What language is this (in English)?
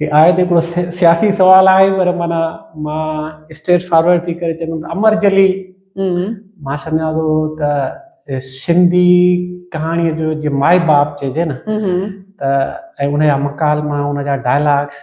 Sindhi